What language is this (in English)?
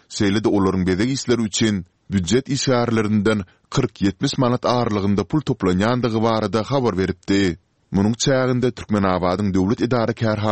Turkmen